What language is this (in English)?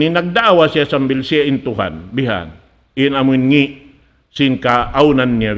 Tausug